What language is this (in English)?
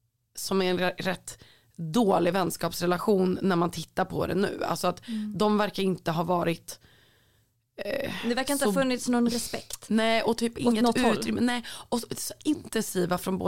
Swedish